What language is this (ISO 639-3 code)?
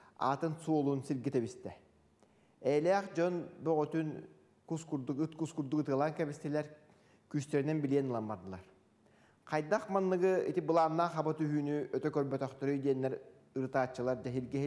sah